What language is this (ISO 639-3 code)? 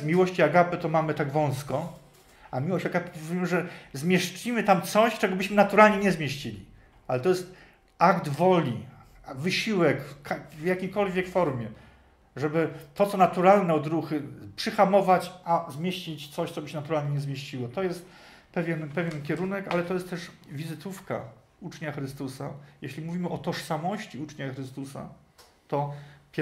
pol